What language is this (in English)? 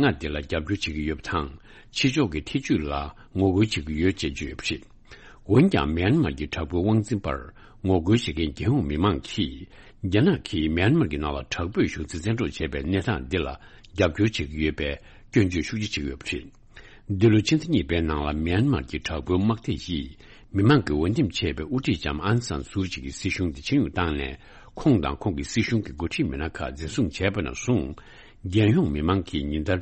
Tibetan